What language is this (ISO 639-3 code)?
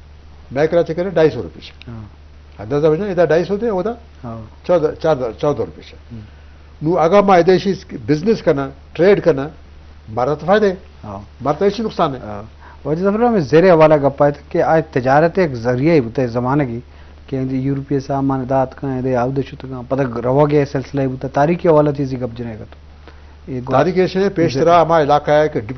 bgp